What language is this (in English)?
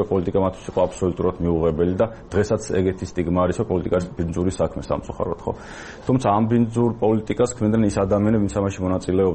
Georgian